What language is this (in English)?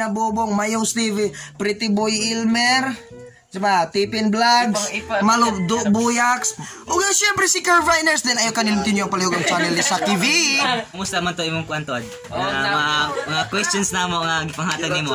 Cebuano